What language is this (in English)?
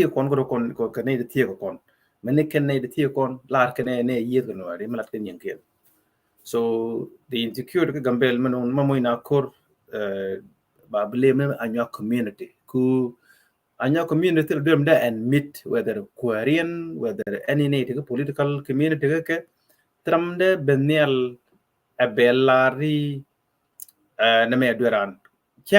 Nuer